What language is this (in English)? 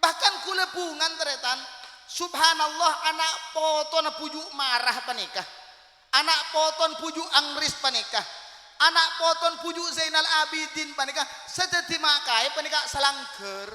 Madurese